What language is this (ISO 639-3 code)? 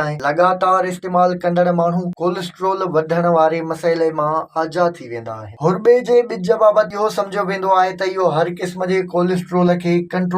snd